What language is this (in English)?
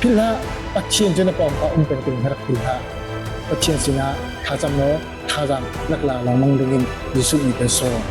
Hakha Chin